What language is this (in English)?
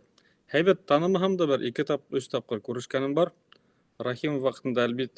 Bashkir